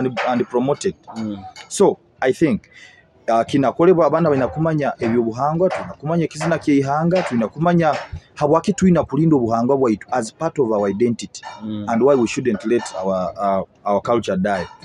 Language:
Nyoro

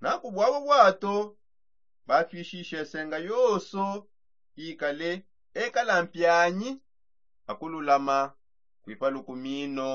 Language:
Songe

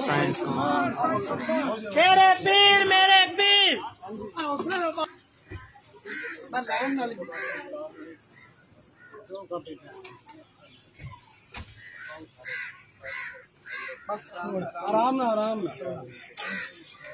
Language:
Hindi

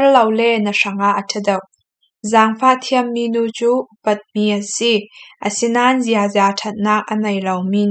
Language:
Falam Chin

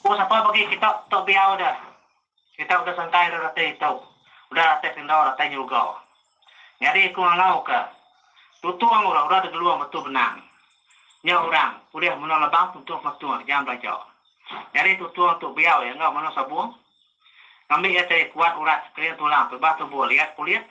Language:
Iban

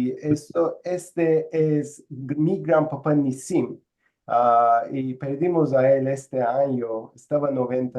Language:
Ladino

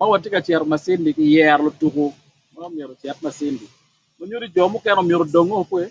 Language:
Acoli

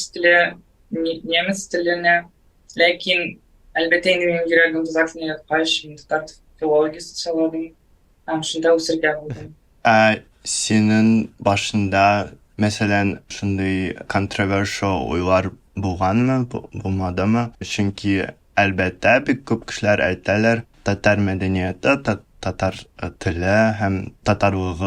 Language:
Tatar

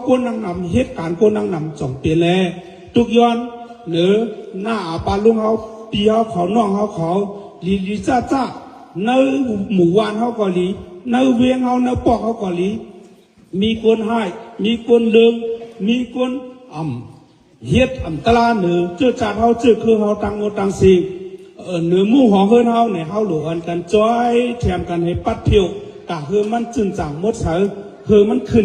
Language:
Shan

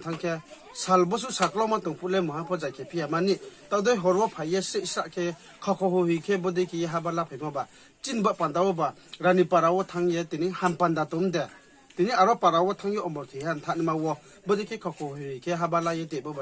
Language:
Riang (India)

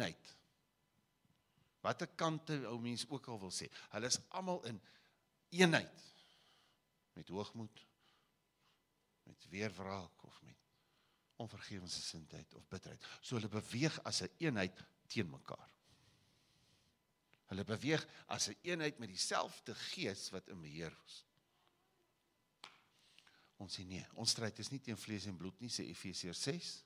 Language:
Afrikaans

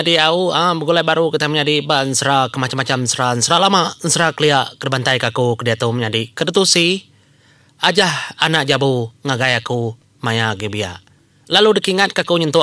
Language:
Iban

